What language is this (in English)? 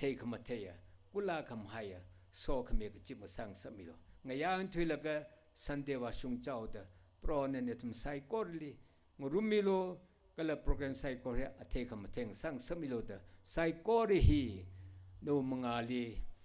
Tangkhul Naga (India)